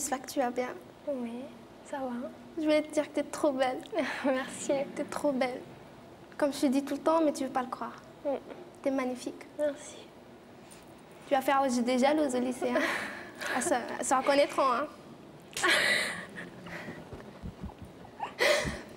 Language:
French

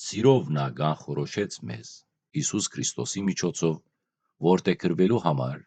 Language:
Western Armenian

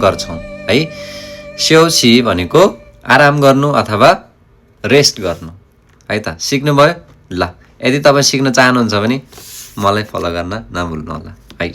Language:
Nepali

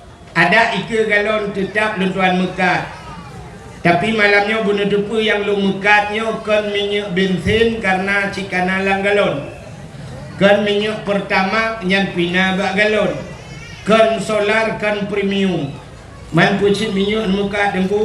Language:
Achinese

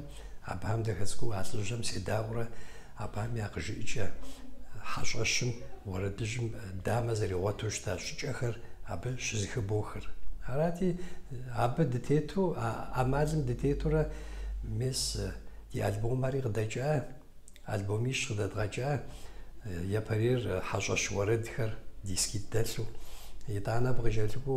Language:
Kabardian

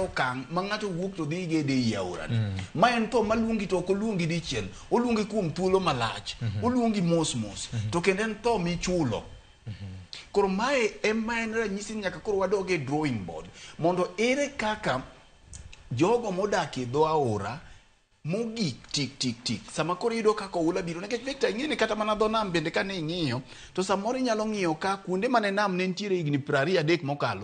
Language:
Luo (Kenya and Tanzania)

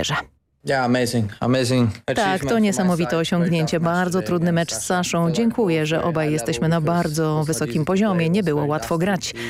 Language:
Polish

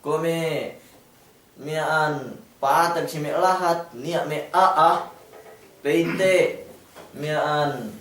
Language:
Yakan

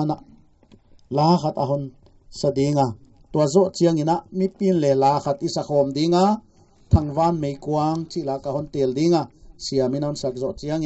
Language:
Paite Chin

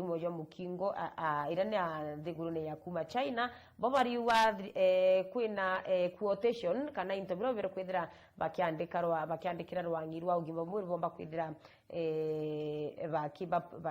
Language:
Meru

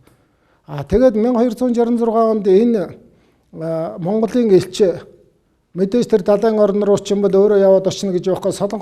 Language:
Mongolian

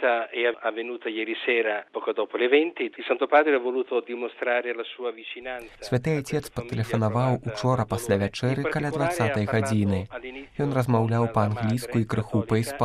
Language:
Belarusian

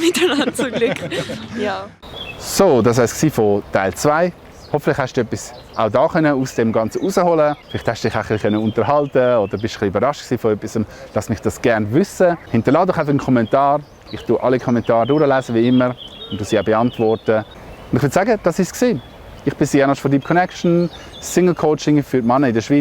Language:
Swiss German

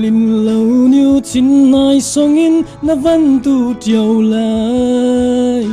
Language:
Falam Chin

